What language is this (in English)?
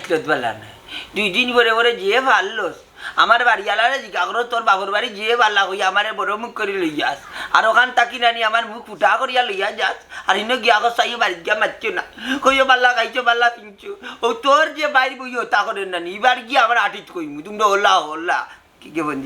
Sylheti